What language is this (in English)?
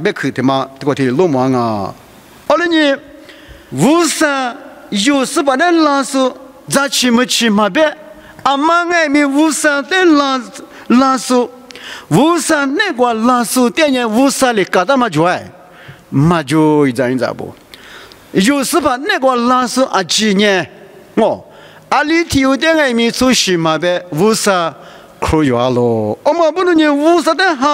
Lisu